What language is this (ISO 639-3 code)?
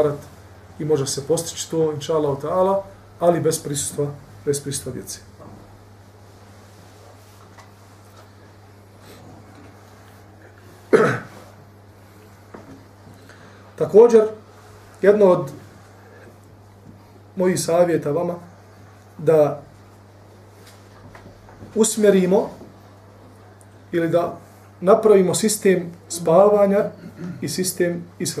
bos